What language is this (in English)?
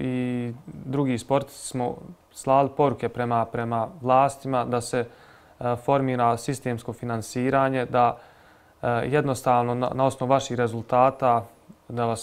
Bosnian